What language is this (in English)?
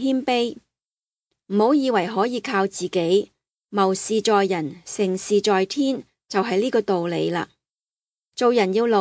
Cantonese